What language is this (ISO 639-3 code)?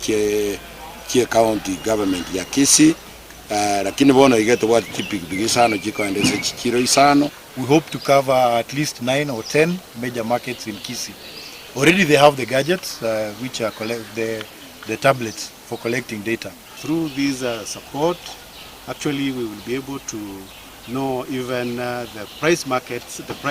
guz